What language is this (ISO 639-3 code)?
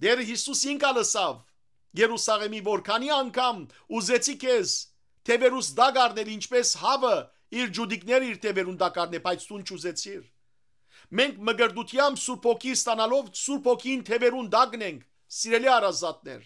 hyw